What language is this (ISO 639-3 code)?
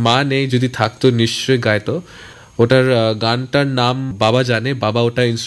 ben